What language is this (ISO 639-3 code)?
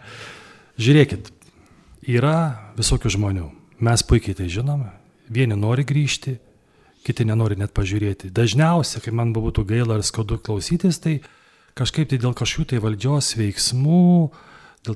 lit